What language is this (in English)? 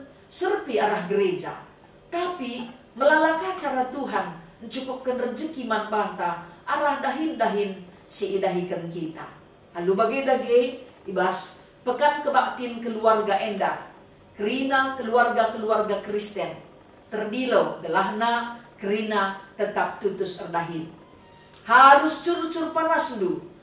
Batak Karo